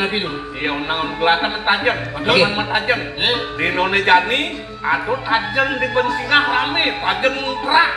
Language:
Balinese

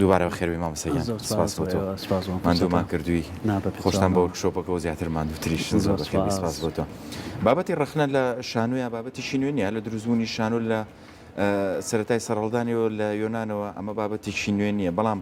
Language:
Central Kurdish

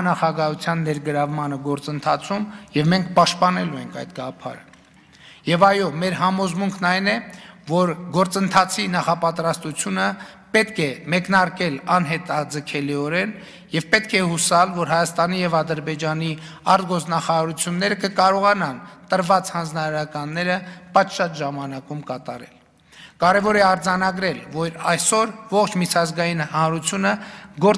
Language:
Armenian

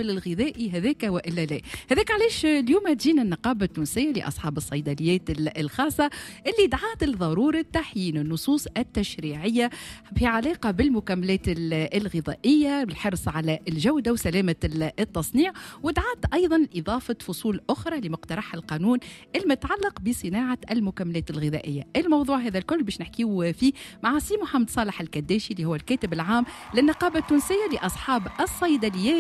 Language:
Tunisian Arabic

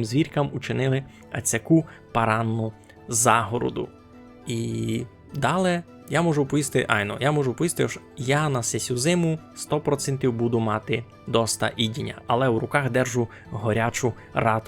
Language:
Rusyn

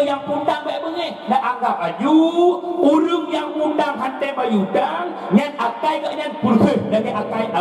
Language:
Achinese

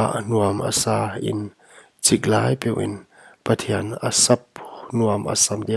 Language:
Paite Chin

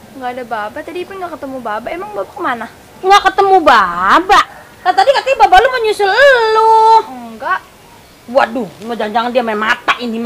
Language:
Betawi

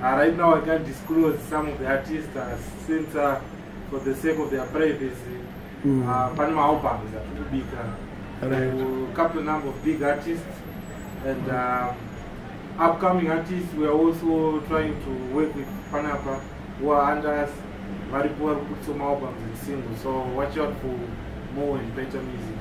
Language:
Shona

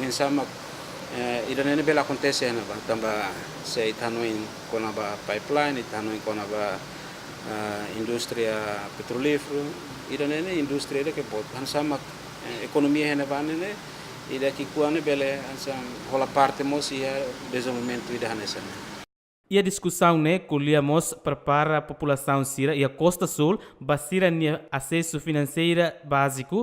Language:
Tetum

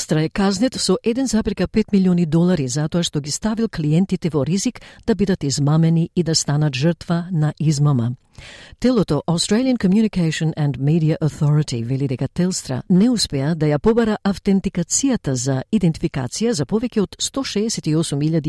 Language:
Macedonian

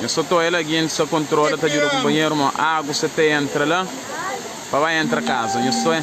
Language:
Kabuverdianu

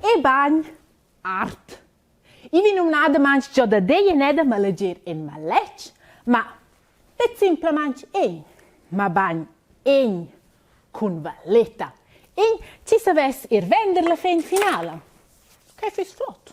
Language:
Romansh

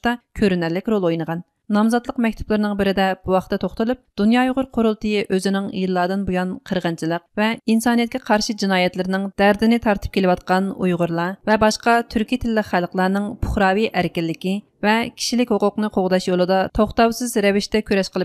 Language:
Uyghur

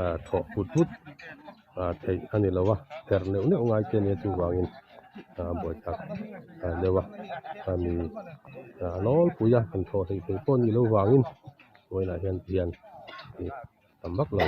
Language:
Mizo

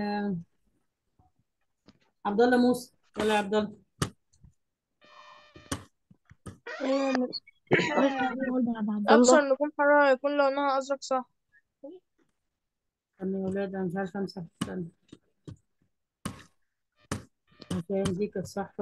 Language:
Egyptian Arabic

